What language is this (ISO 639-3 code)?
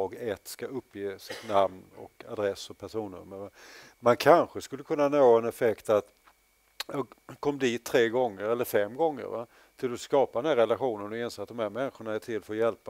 swe